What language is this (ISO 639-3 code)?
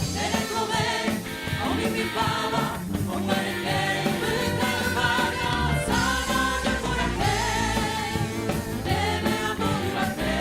grn